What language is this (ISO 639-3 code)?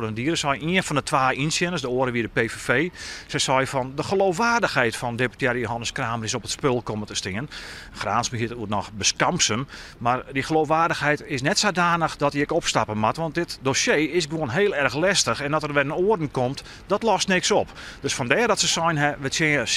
fry